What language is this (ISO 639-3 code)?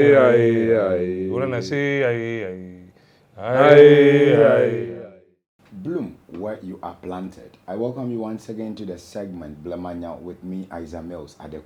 ewe